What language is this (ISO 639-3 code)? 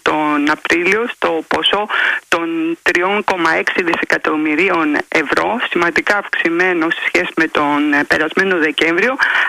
ell